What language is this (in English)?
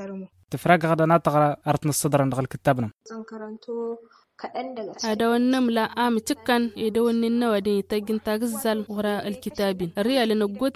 Hausa